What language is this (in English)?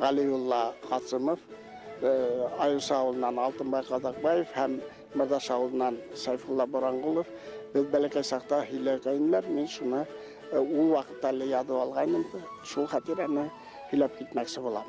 Bashkir